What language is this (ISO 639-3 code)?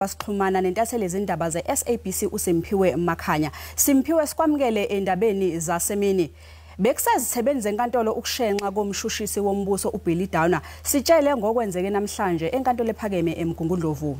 zul